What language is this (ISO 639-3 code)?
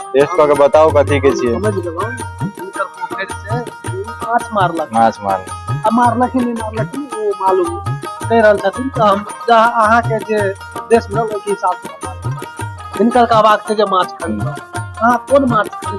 mai